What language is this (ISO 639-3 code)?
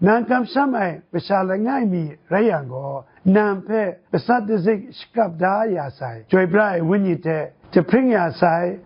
kac